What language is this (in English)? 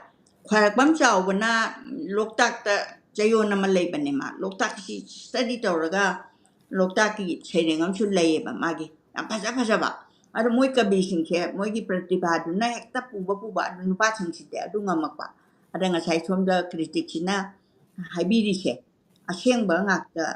Manipuri